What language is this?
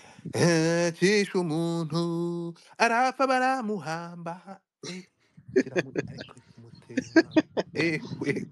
Kinyarwanda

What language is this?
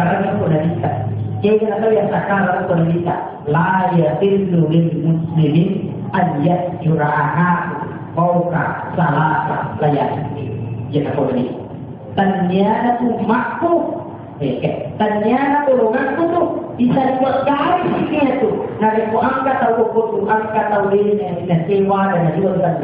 Buginese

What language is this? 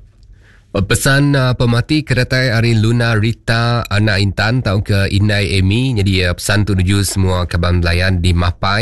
Iban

